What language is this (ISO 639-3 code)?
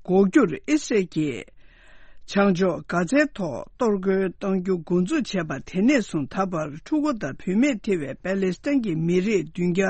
bod